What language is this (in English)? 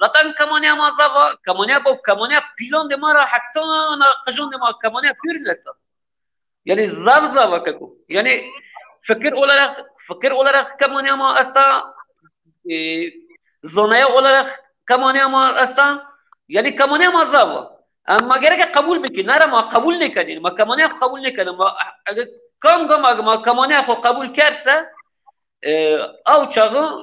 Zaza